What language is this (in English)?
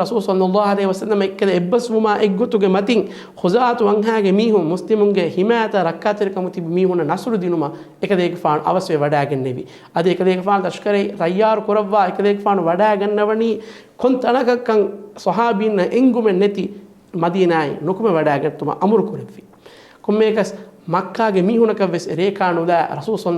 Divehi